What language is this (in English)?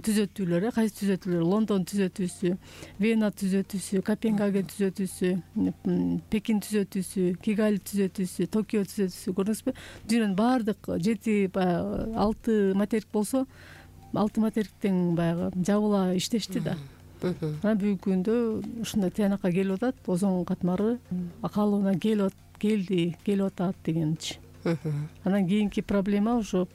Kyrgyz